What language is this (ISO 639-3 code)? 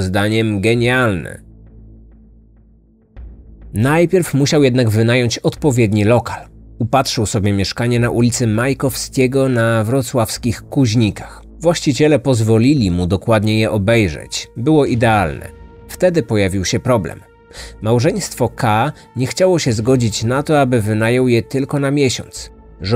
pol